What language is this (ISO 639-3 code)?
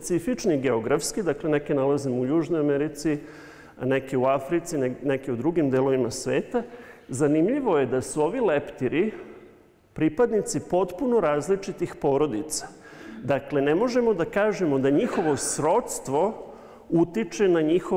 srp